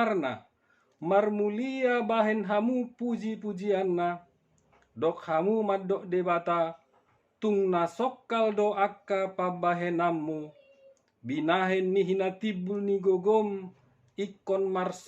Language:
Batak Toba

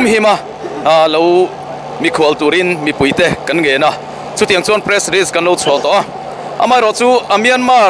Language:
Mizo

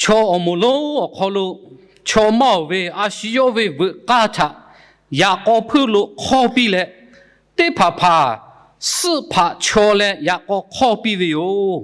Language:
Lahu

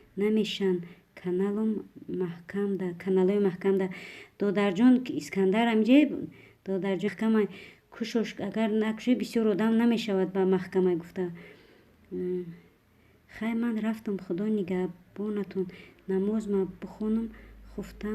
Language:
Tajik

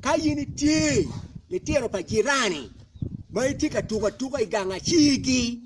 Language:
Acoli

